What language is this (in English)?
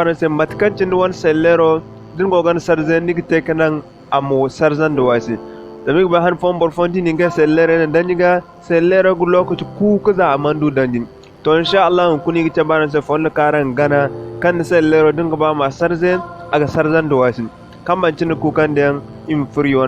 Zarma